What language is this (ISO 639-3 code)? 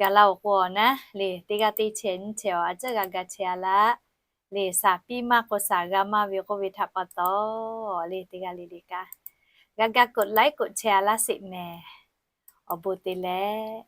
lhu